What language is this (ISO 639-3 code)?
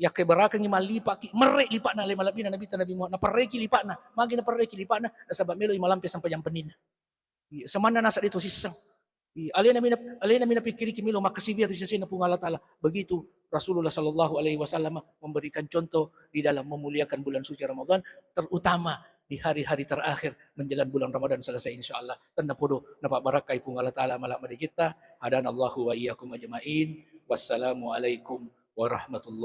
bug